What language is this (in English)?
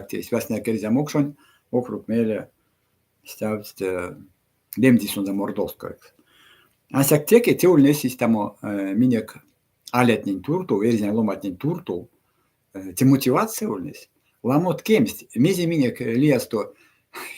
Erzya